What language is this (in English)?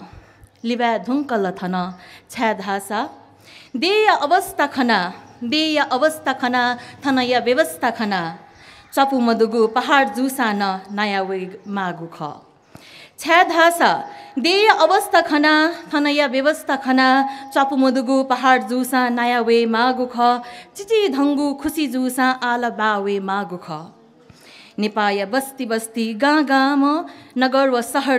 Newari